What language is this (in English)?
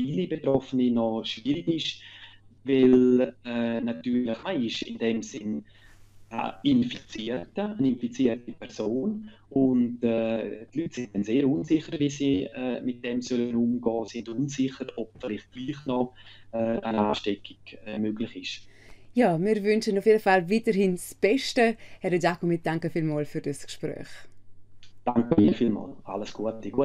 Romansh